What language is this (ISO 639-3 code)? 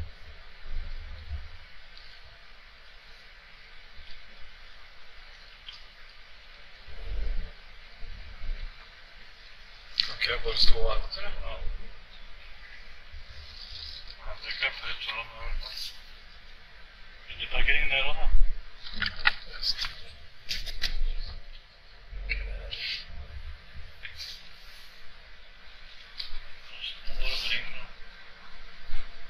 nor